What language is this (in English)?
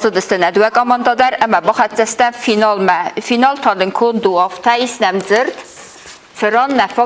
Ossetic